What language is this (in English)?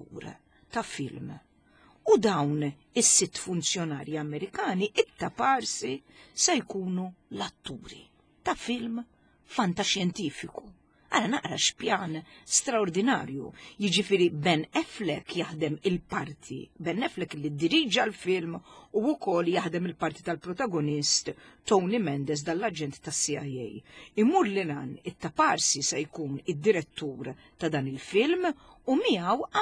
Maltese